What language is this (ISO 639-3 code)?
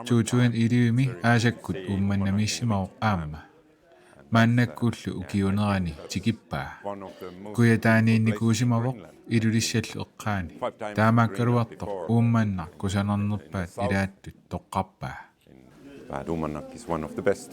kal